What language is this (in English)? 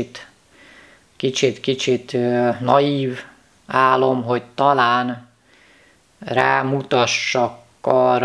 Hungarian